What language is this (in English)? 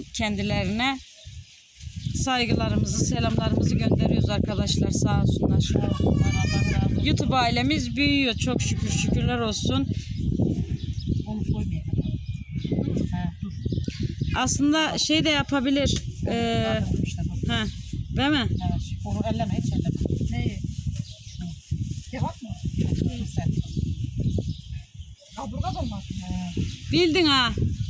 Turkish